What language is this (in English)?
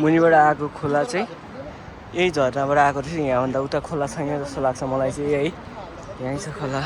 Nepali